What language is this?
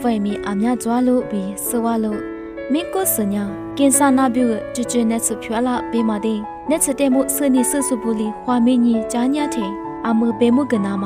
Lisu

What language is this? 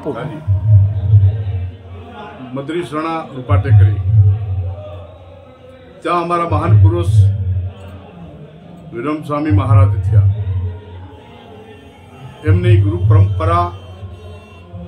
Gujarati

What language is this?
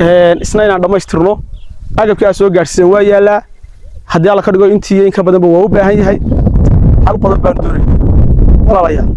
Somali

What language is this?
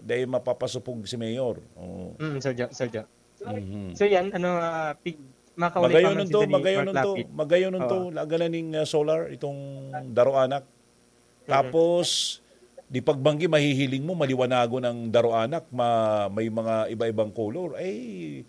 Bikol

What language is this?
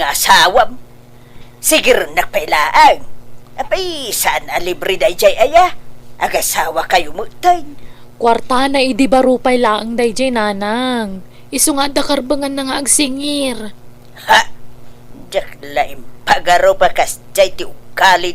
Iloko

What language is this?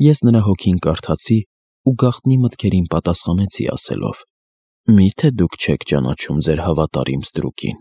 Armenian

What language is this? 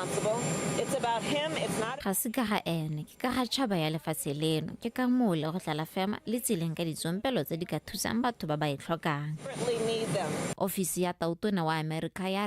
Tswana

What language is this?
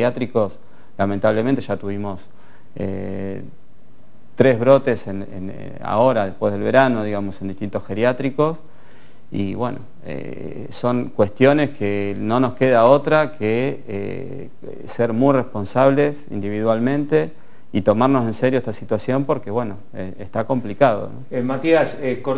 Spanish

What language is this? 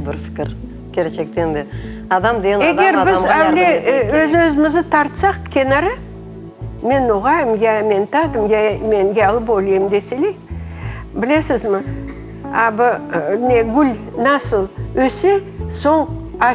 Crimean Tatar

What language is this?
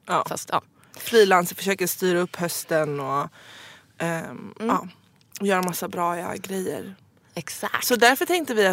Swedish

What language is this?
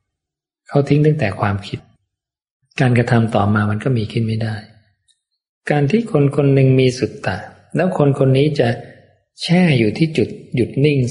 Thai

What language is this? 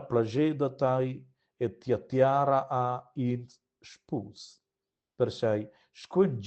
Romansh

